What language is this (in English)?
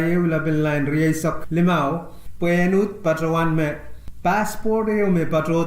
Pohnpeian